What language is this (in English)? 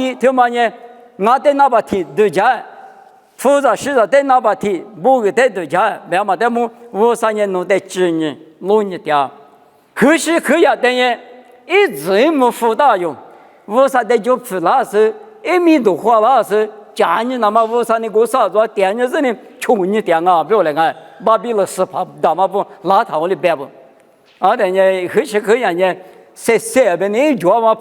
Lisu